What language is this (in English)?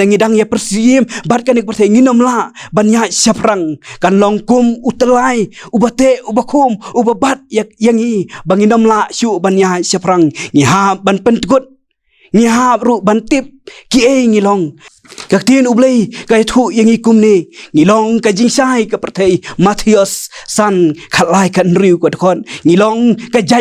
Khasi